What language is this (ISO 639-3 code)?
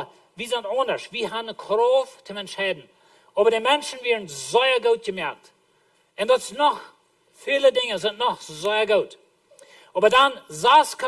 pdt